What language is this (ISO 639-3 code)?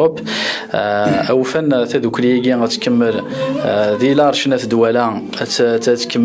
kab